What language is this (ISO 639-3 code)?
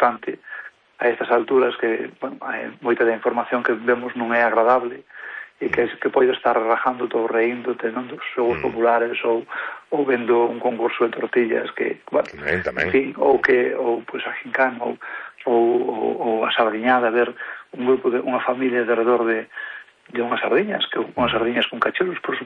glg